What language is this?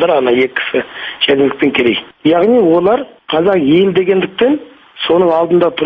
Kazakh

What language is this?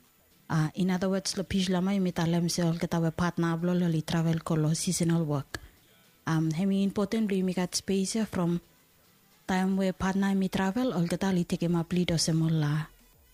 Bislama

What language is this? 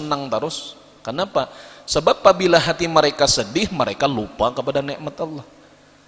Banjar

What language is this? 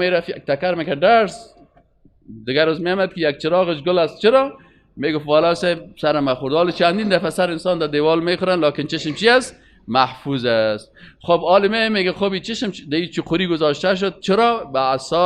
Persian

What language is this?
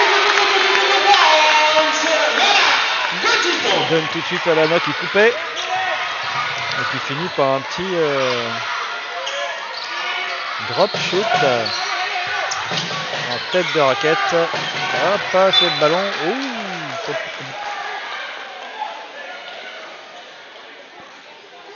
French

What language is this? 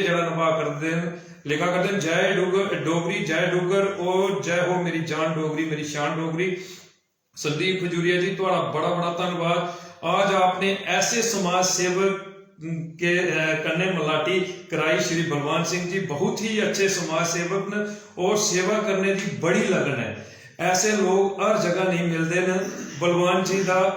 Dogri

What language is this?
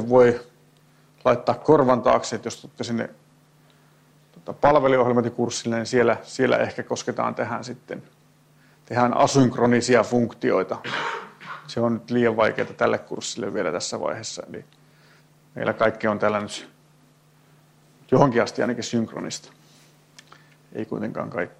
Finnish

